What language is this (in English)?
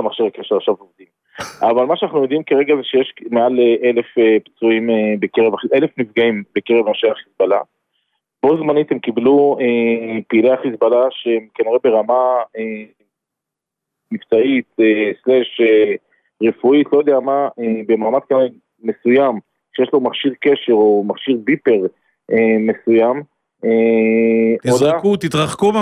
Hebrew